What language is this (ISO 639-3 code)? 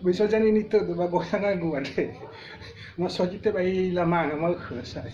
nia